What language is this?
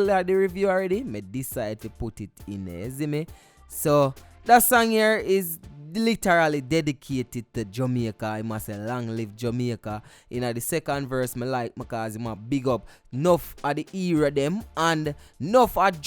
Jamaican Creole English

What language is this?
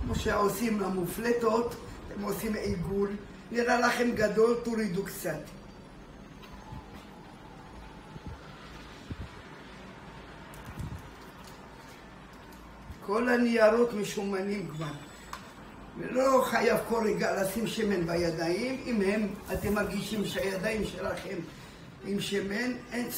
Hebrew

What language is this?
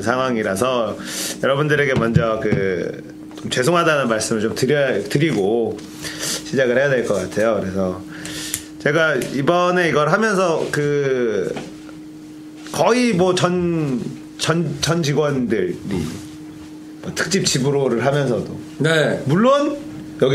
Korean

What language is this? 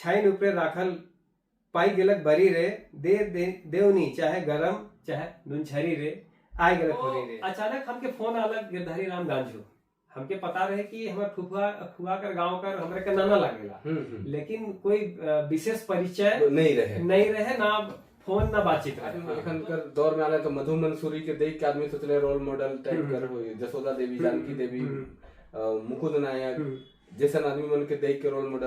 Sadri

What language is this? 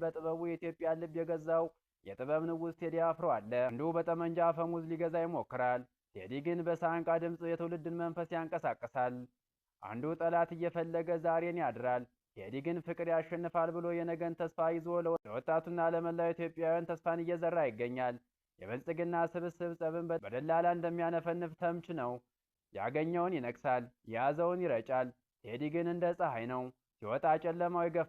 Amharic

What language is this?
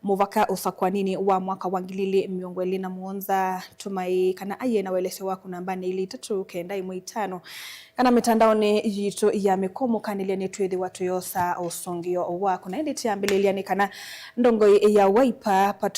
Kamba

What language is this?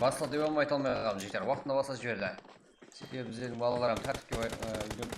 Kara-Kalpak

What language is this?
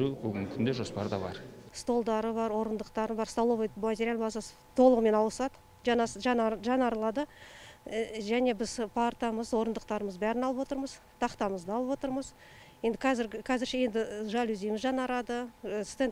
Kazakh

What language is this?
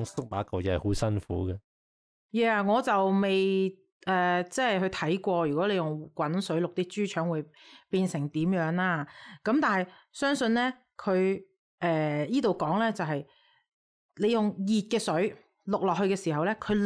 Cantonese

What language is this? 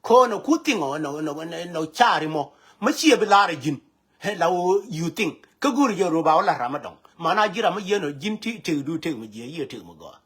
Nuer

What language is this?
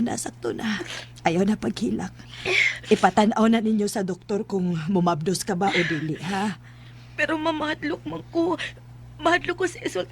Cebuano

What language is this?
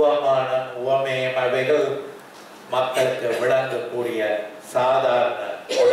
Tamil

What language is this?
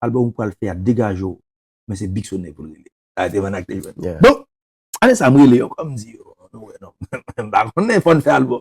Haitian Creole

